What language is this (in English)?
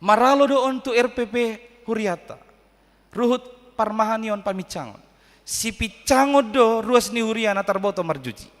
Batak Toba